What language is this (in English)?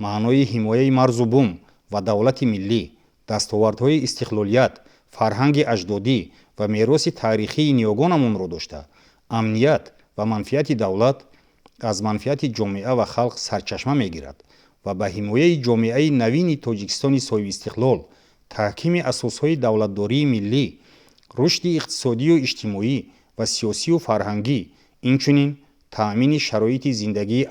Tajik